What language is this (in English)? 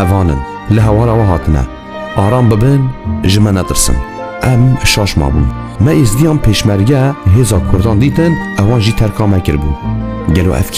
Kurdish